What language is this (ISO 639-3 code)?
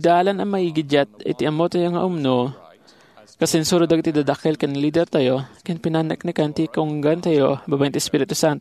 ilo